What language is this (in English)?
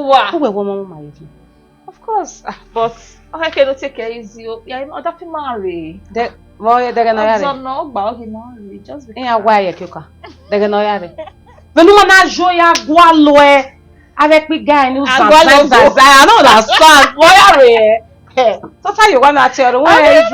Bini